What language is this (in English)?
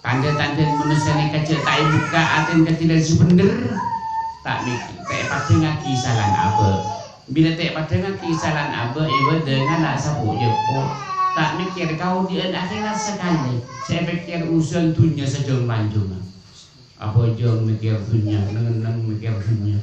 Madurese